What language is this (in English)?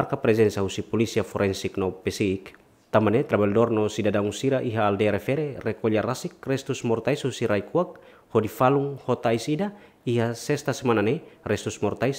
Tetum